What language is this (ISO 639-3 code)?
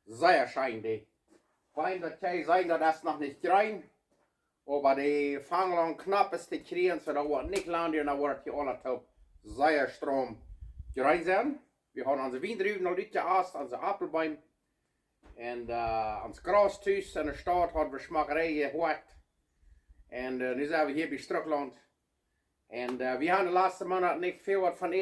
pdt